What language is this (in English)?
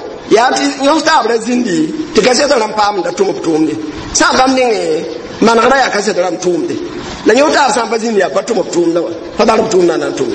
Mossi